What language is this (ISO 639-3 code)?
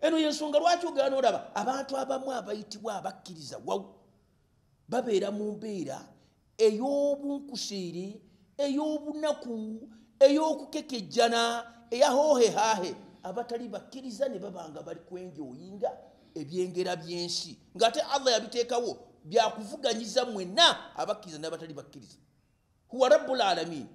lug